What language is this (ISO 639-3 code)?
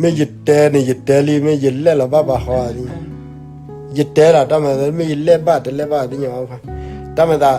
ksw